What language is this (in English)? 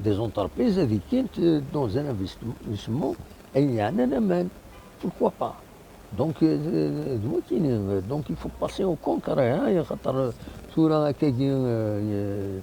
Kabyle